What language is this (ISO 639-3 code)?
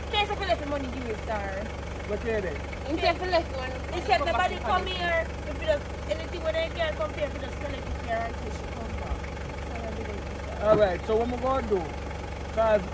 jam